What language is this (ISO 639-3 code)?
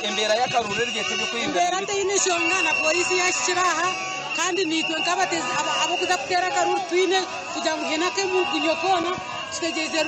nyn